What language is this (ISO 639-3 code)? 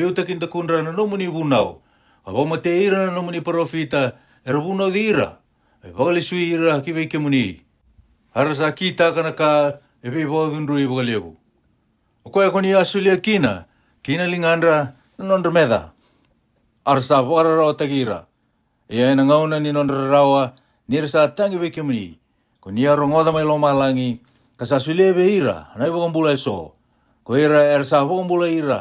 fij